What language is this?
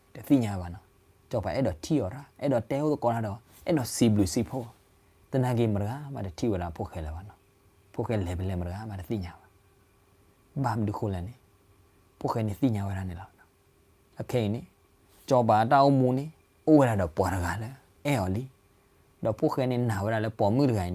S'gaw Karen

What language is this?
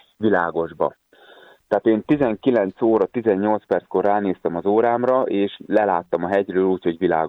Hungarian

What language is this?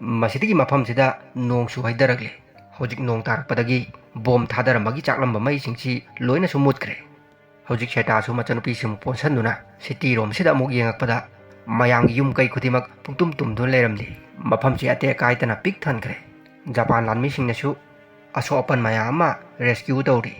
Manipuri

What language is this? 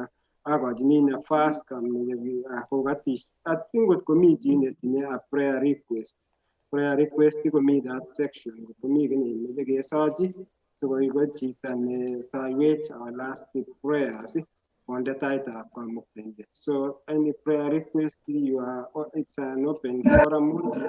Kalenjin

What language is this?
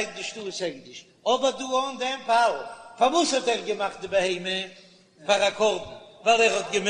Yiddish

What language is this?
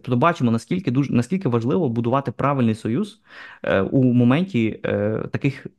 Ukrainian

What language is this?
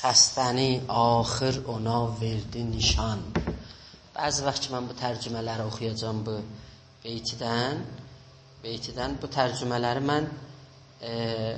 South Azerbaijani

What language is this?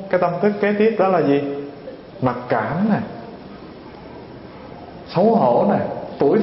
Vietnamese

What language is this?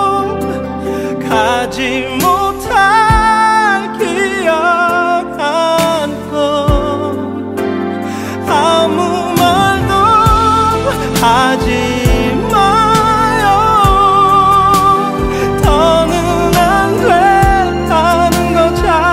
Korean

